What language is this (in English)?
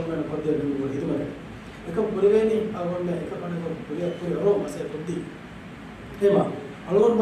Divehi